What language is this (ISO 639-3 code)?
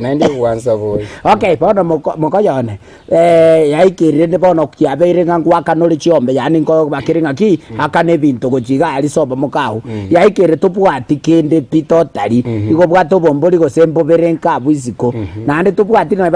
guz